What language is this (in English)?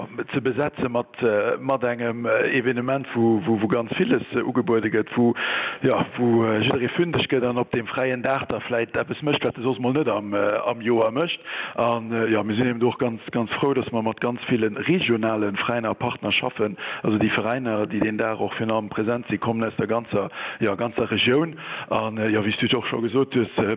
Luxembourgish